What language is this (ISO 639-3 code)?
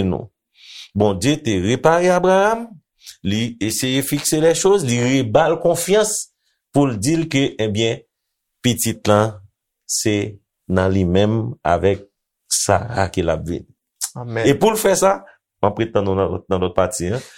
hat